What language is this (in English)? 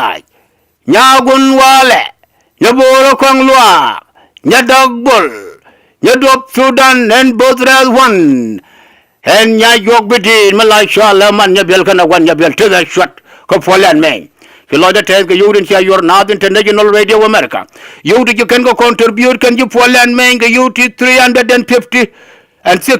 Nuer